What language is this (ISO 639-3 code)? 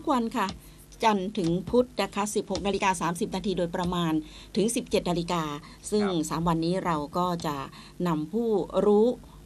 tha